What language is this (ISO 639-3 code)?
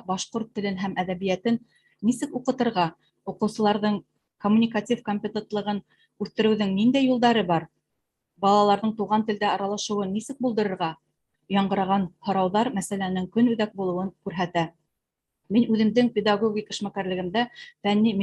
bak